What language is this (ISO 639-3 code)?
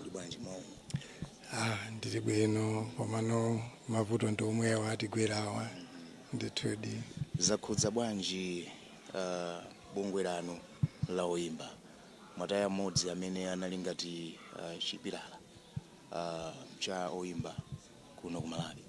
nya